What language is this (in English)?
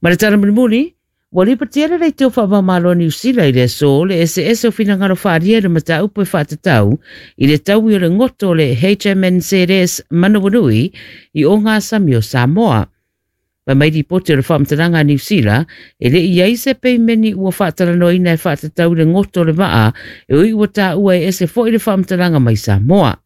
Samoan